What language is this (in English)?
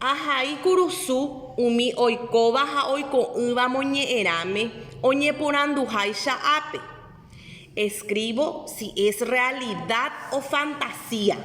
Guarani